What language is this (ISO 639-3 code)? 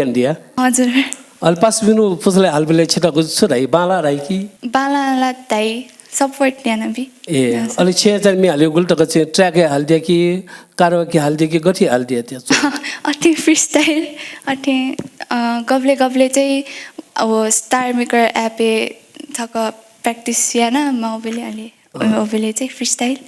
new